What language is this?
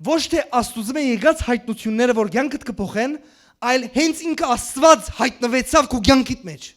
Western Armenian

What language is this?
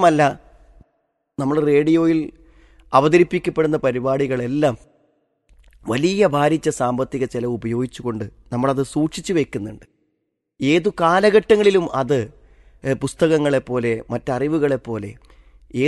Malayalam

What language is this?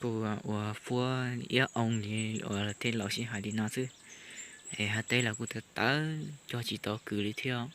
Hmong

